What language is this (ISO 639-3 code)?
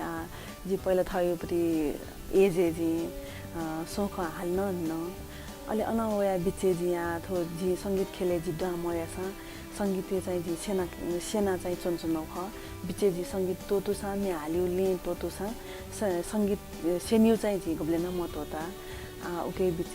new